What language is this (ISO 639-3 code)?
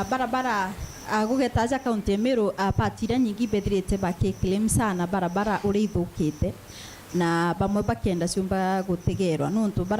mer